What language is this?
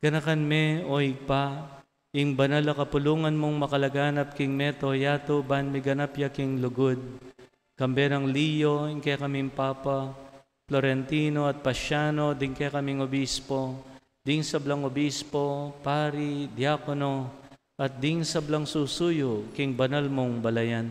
Pampanga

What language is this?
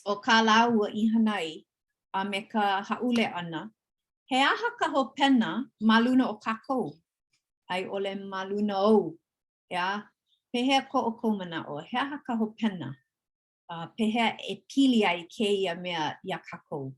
Hawaiian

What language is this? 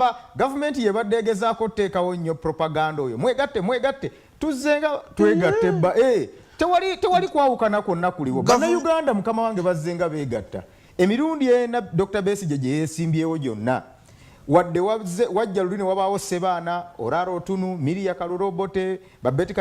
Soga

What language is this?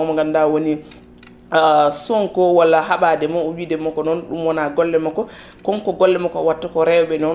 Fula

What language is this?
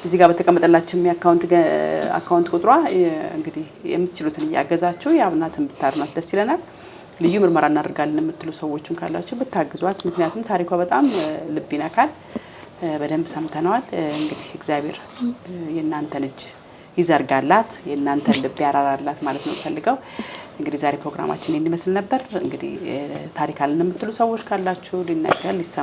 Amharic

